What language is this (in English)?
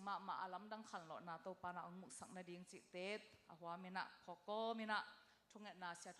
Tedim Chin